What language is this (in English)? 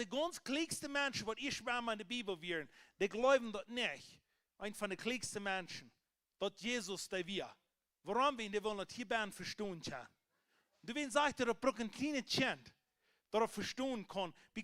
Plautdietsch